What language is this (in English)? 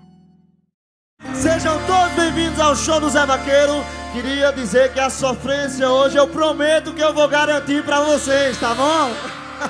Portuguese